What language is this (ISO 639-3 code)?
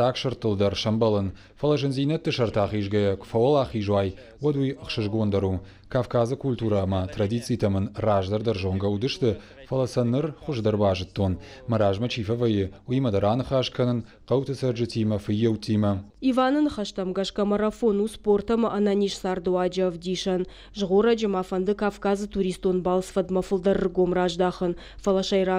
oss